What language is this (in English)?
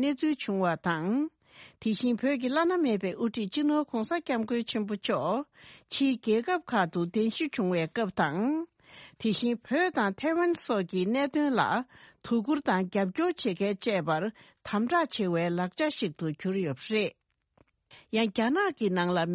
Tibetan